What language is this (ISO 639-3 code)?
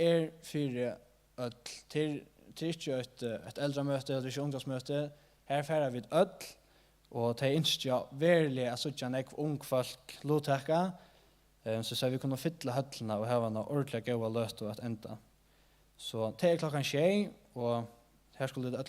fao